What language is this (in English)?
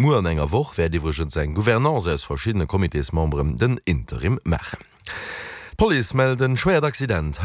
Luxembourgish